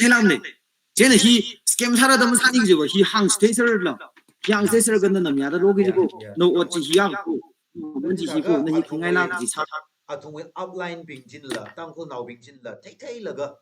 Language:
Tangkhul Naga (India)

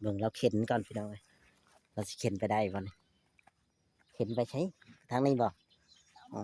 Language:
Northeastern Thai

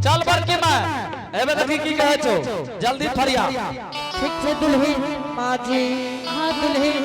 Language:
Angika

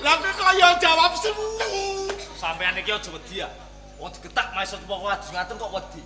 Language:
Javanese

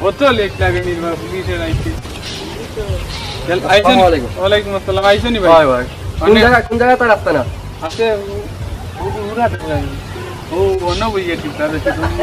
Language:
Sylheti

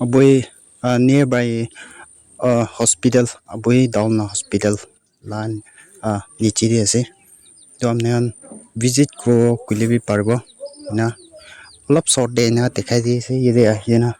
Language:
Naga Pidgin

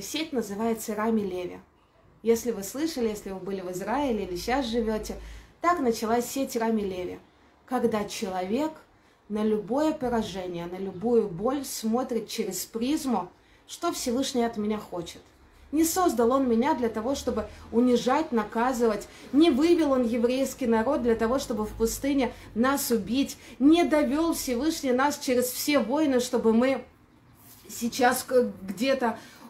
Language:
Russian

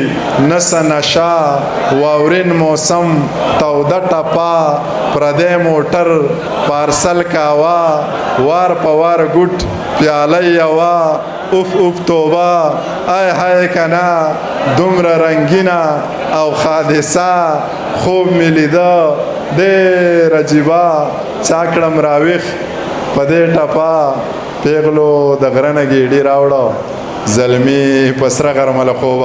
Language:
Pashto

